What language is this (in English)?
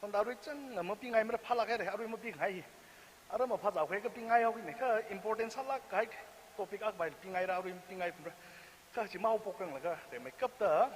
Tangkhul Naga (India)